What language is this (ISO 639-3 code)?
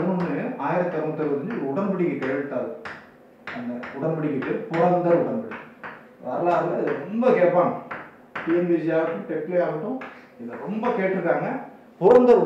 tam